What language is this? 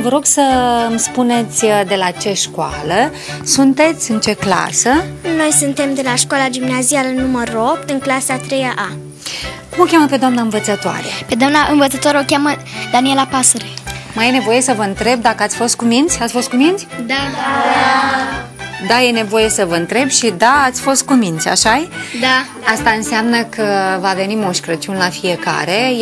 Romanian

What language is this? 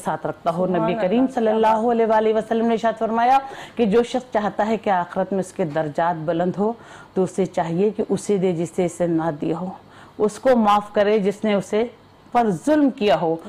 Urdu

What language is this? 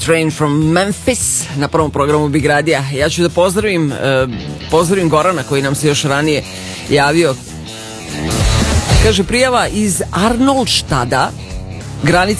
Serbian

